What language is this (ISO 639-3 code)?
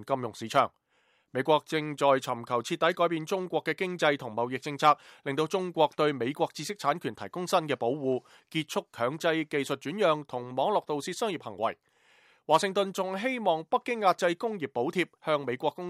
yue